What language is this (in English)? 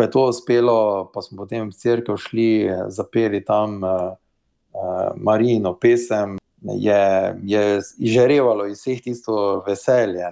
Slovenian